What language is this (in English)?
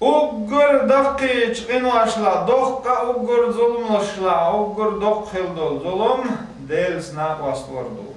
Chechen